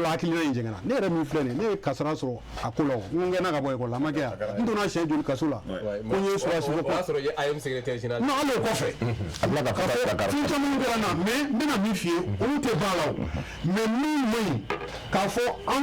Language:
Bambara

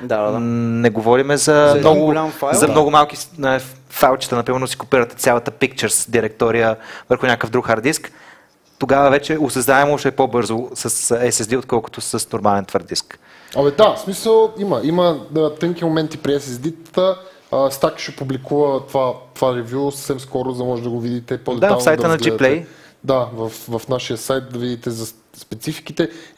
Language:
Bulgarian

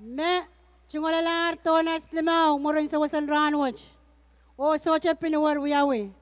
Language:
Pohnpeian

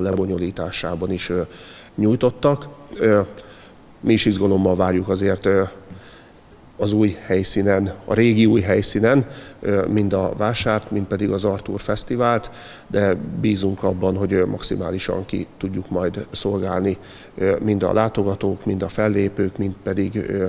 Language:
Hungarian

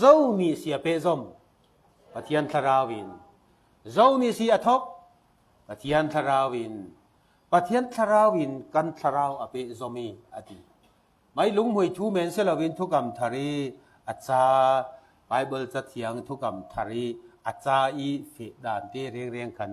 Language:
Falam Chin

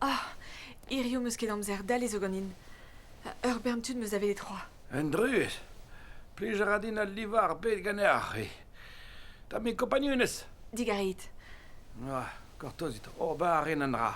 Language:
Breton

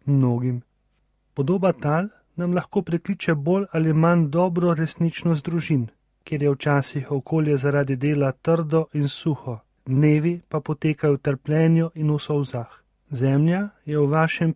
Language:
Slovenian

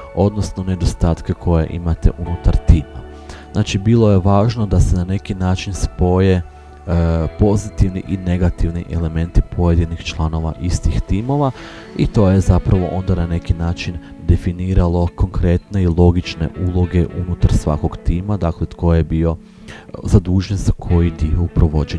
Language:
Croatian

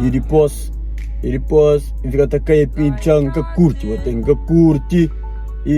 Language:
Kabuverdianu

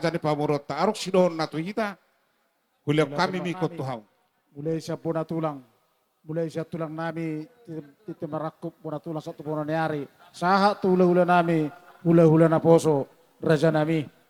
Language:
Batak Toba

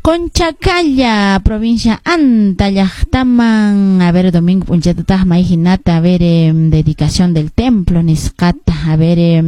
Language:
Quechua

